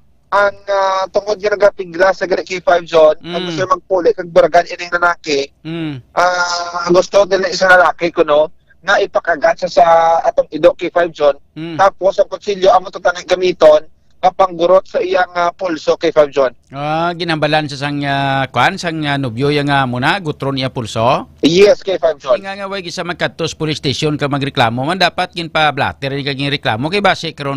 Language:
Hiligaynon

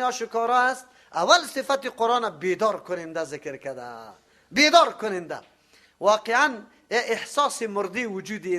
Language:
Persian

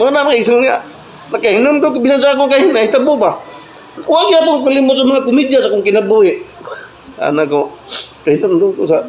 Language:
Cebuano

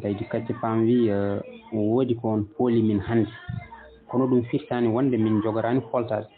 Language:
Fula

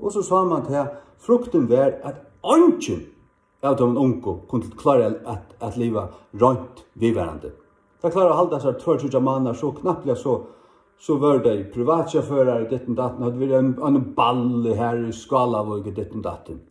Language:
Faroese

